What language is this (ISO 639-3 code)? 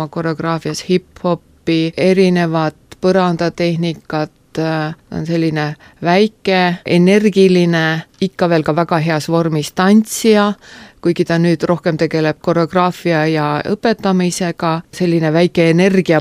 est